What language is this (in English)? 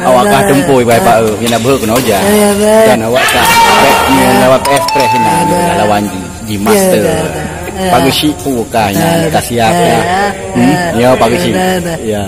Achinese